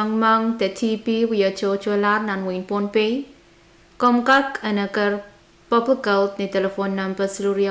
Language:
Pohnpeian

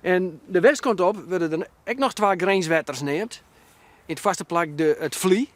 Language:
Western Frisian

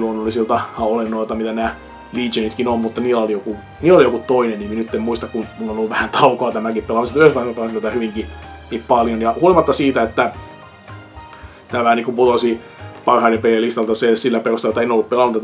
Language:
Finnish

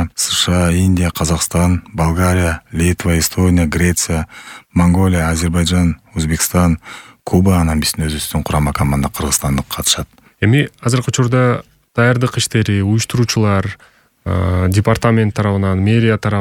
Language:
Kyrgyz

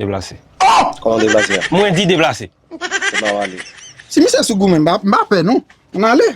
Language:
Haitian Creole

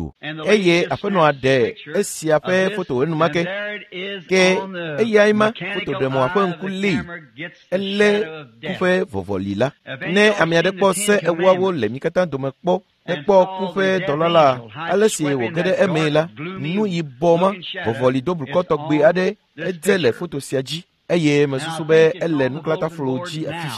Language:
Ewe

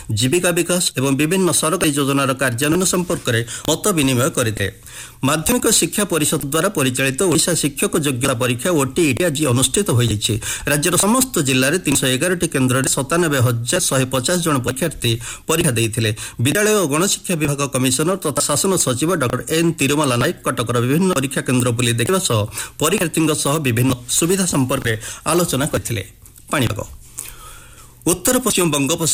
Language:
Odia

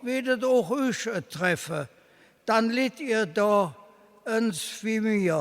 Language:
Colognian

